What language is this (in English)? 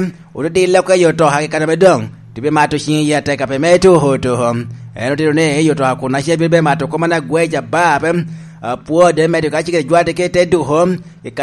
Lango (Uganda)